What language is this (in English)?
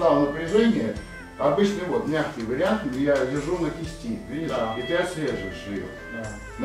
Russian